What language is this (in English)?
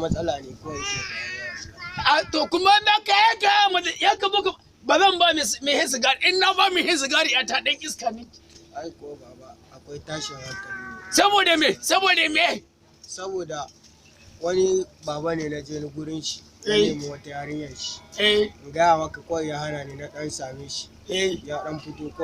Hausa